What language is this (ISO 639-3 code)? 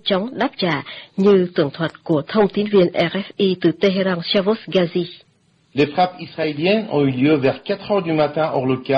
vie